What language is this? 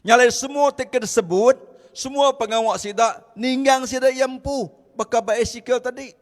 Iban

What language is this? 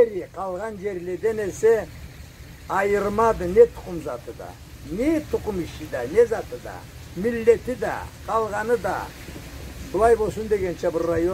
Karachay-Balkar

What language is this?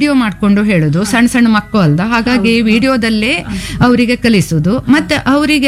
Kannada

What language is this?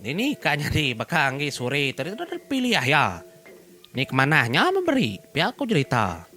Iban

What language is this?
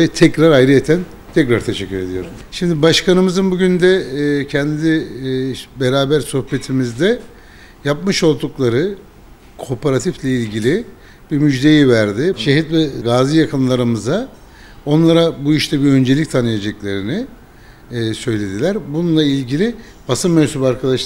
Turkish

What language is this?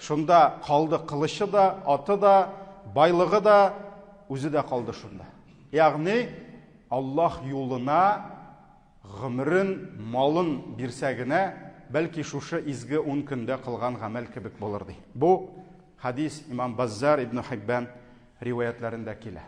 Tatar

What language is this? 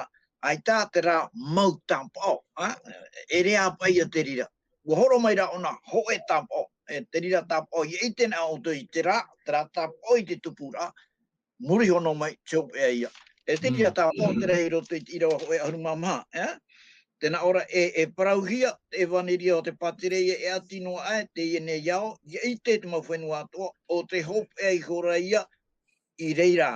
Tahitian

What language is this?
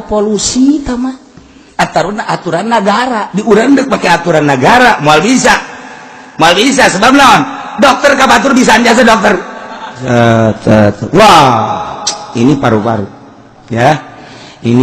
Sundanese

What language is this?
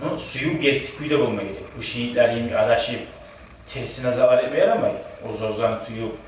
Kumyk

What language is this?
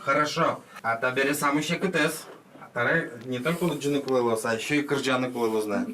Udmurt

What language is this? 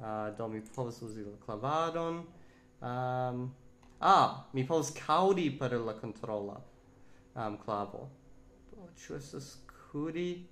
Esperanto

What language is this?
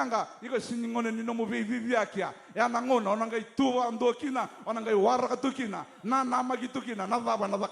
Fijian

